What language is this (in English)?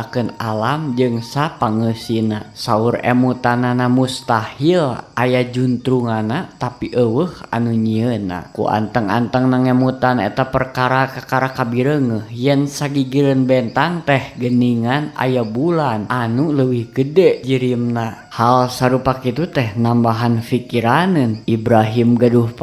Sundanese